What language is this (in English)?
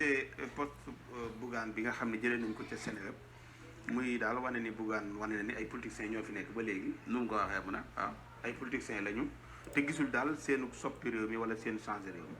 Wolof